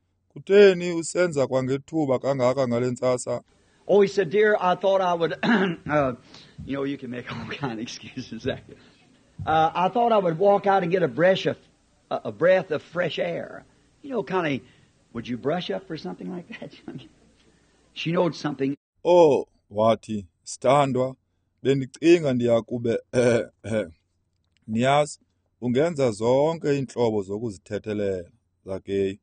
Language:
Xhosa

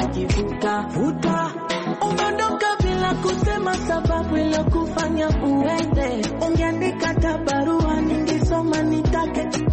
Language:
Swahili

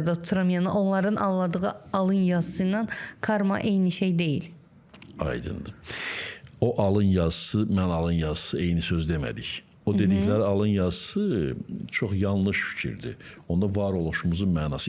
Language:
Azerbaijani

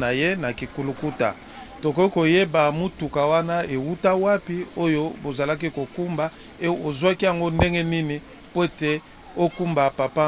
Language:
Lingala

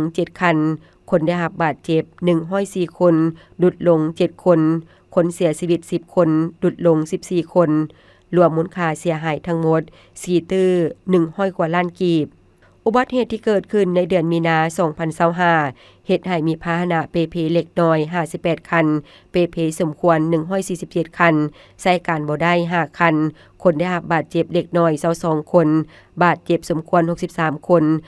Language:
Lao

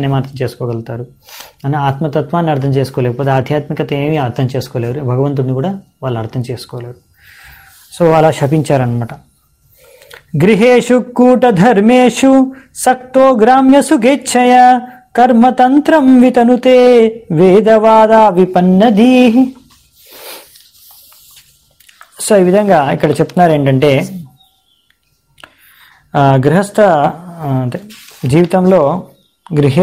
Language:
Telugu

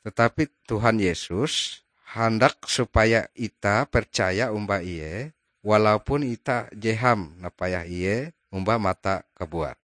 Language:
Ngaju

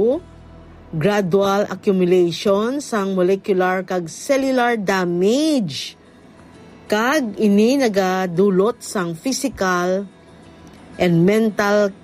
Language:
Hiligaynon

